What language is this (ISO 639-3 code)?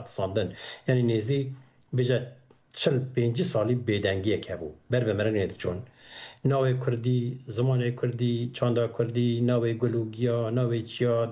kur